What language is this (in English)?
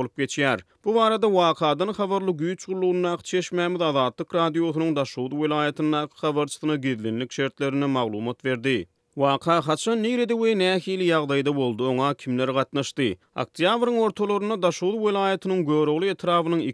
Turkmen